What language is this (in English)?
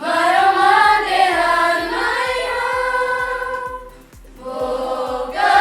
Tetum